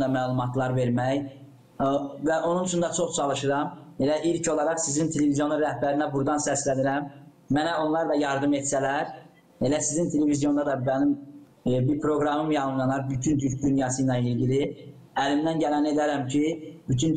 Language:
Gagauz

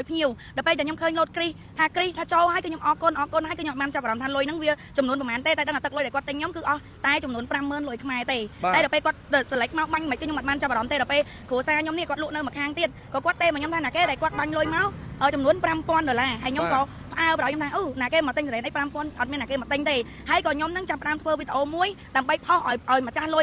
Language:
Khmer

